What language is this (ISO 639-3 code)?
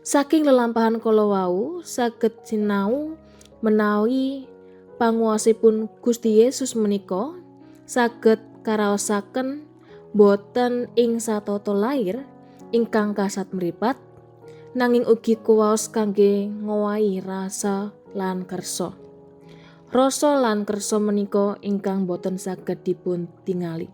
jav